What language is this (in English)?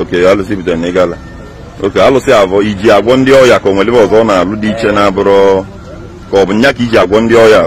Igbo